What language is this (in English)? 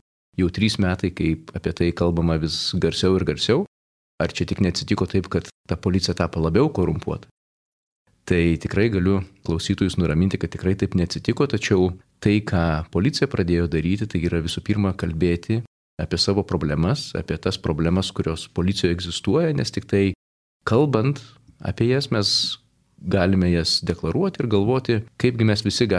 Lithuanian